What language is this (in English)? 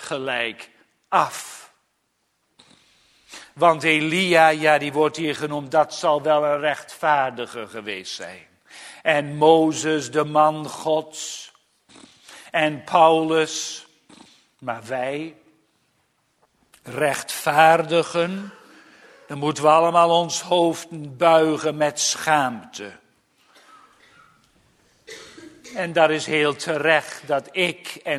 Dutch